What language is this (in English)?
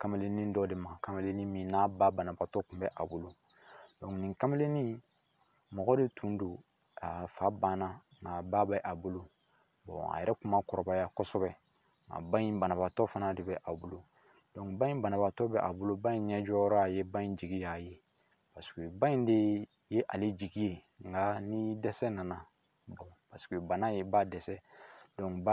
Bambara